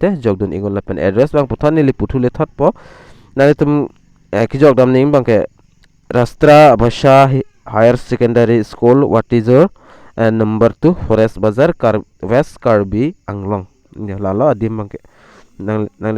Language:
Karbi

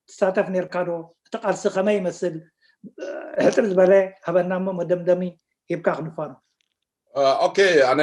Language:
Tigrinya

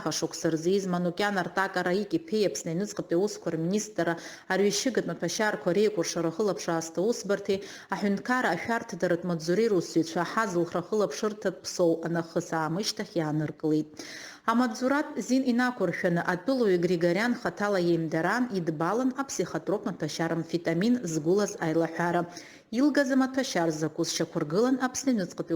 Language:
Abkhazian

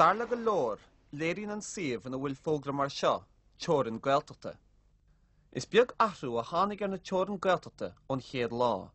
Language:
Irish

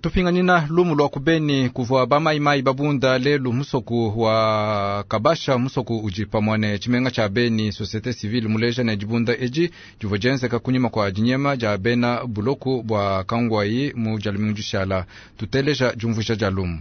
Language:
Luba-Lulua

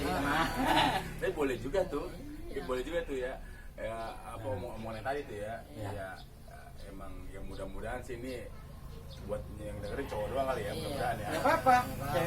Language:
Betawi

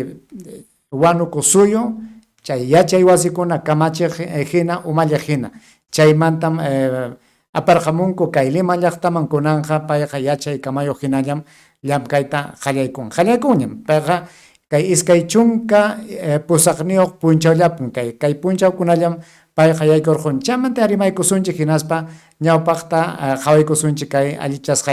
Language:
Ayacucho Quechua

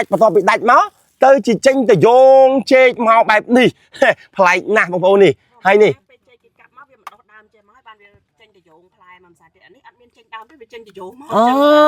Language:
Khmer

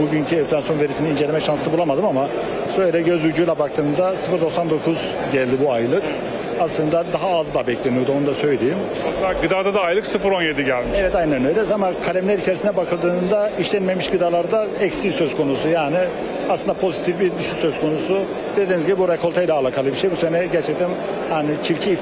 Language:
Turkish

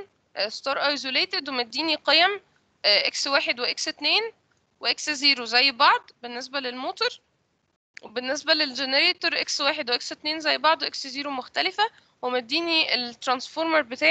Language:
Egyptian Arabic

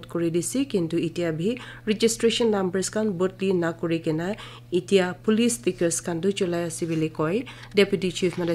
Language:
Naga Pidgin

